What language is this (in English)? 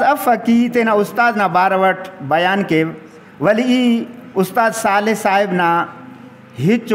Brahui